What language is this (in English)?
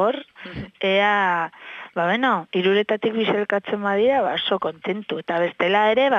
Basque